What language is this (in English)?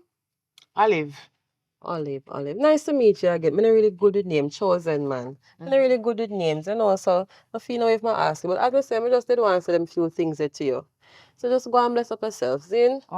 Jamaican Creole English